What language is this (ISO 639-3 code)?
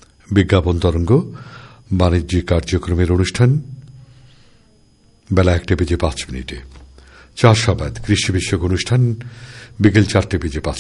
ben